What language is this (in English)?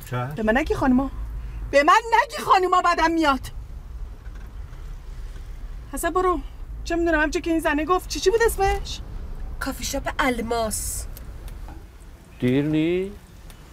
Persian